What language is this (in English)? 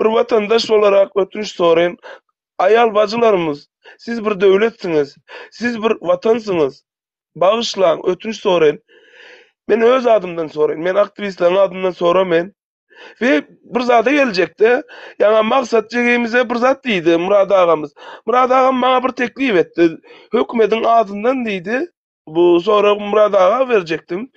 Turkmen